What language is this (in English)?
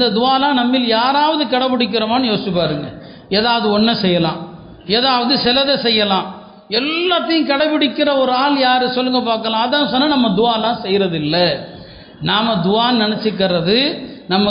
Tamil